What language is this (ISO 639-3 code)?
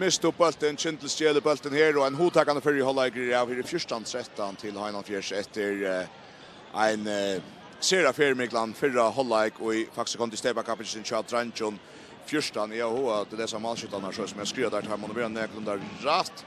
fao